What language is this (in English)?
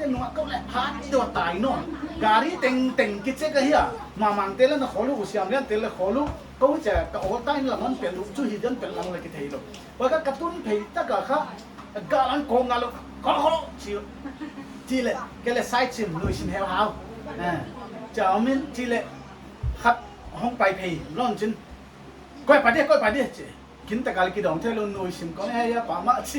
Paite Chin